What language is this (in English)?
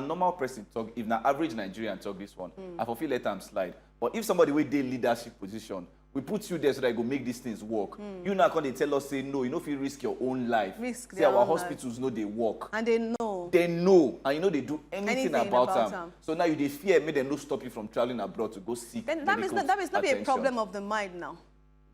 Nigerian Pidgin